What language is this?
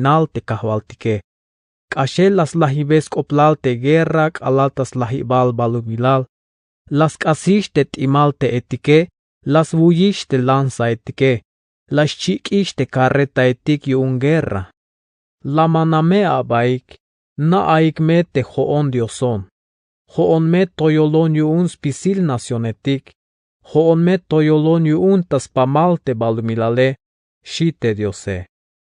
Tzeltal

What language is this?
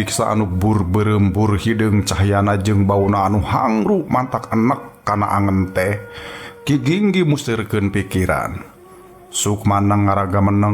Sundanese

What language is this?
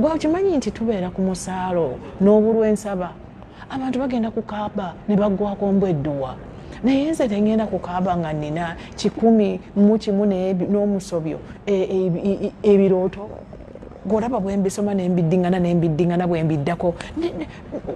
Ganda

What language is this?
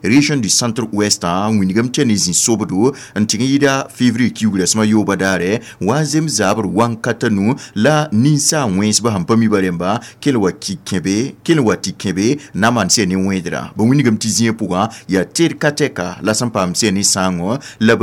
Mossi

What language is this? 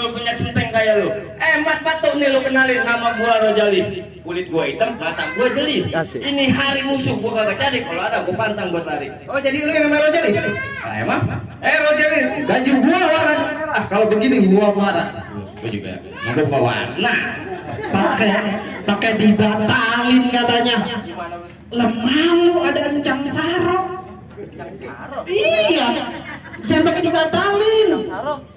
Betawi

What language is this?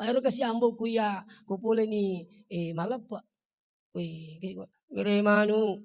Buginese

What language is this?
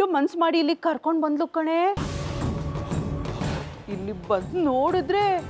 Kannada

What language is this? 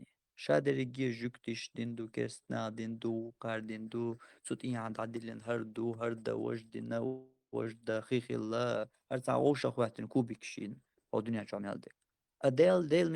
Chechen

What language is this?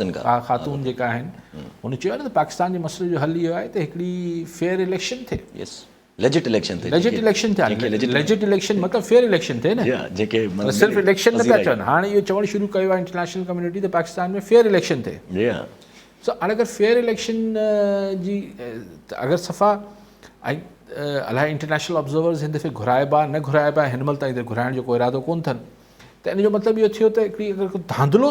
Sindhi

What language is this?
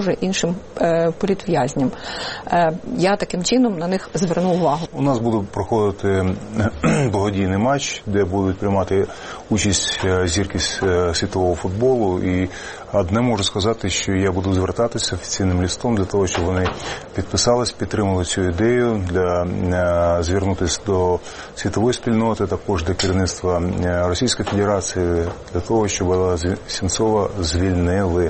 Ukrainian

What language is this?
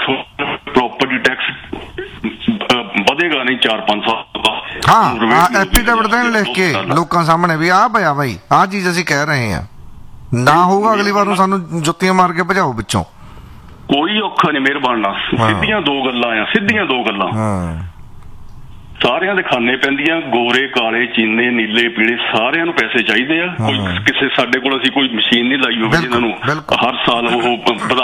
Punjabi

